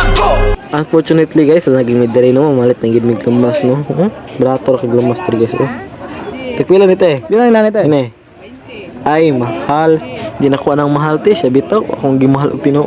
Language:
Cebuano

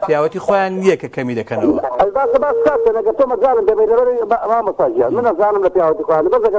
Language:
Central Kurdish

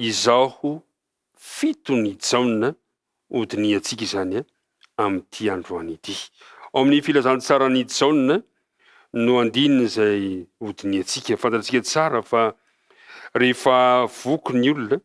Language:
Malagasy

